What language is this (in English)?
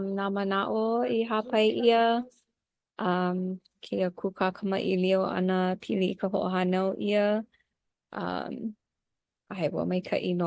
Hawaiian